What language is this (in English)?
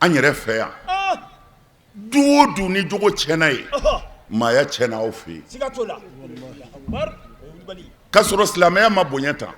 Bambara